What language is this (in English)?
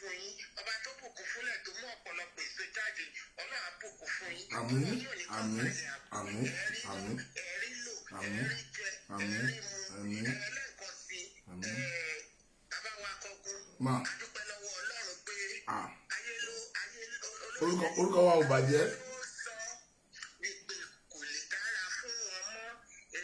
Yoruba